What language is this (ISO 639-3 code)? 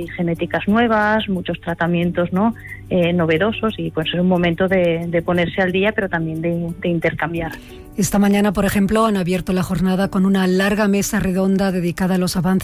spa